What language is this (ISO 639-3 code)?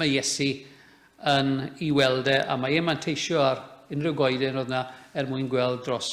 cym